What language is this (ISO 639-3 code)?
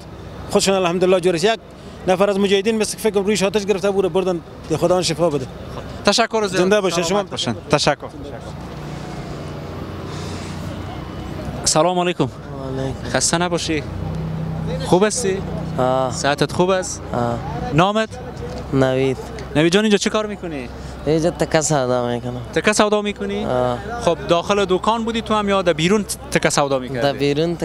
fas